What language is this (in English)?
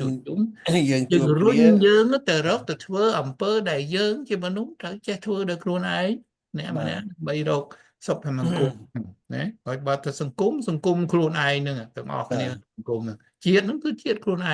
Khmer